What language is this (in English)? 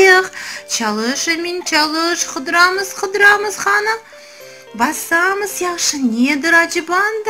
Crimean Tatar